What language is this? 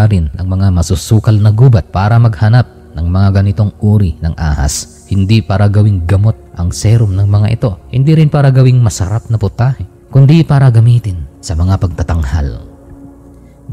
Filipino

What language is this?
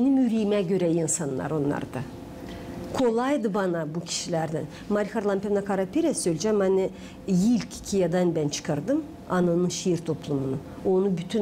Gagauz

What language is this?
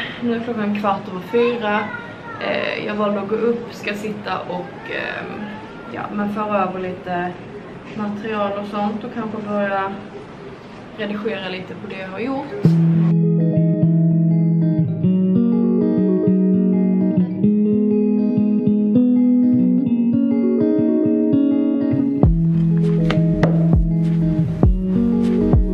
Swedish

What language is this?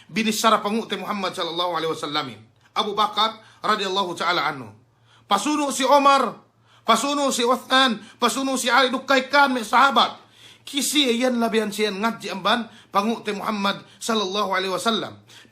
Yakan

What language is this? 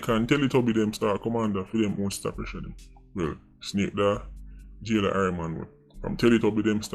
Jamaican Creole English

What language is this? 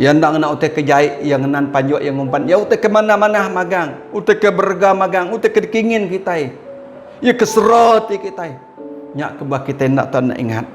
Iban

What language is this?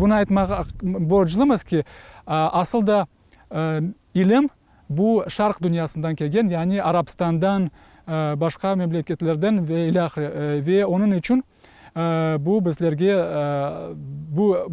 Crimean Tatar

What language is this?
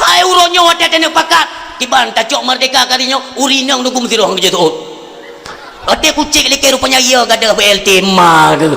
Achinese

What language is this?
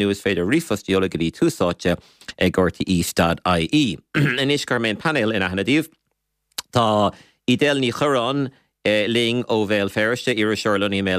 Irish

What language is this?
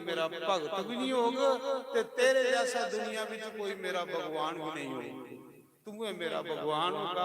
Dogri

